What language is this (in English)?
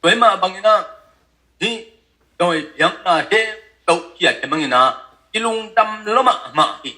Tedim Chin